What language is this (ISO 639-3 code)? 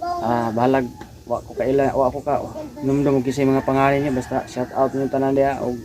ceb